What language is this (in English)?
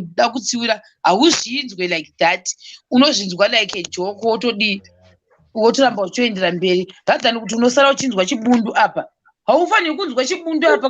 Shona